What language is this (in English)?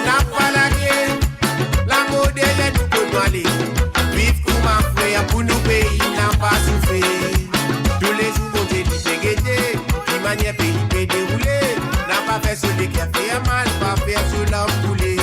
Morisyen